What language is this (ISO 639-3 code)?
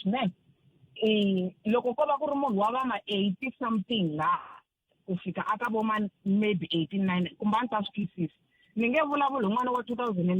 tso